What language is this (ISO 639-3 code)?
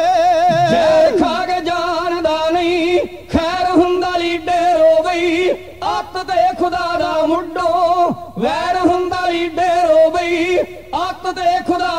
pan